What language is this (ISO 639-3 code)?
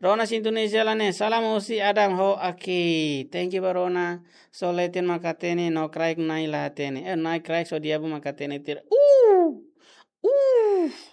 tet